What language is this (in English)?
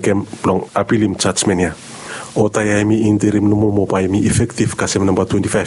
Bislama